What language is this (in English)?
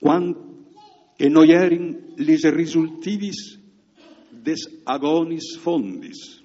Friulian